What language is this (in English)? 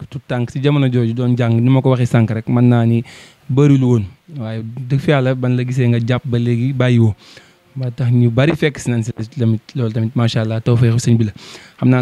Wolof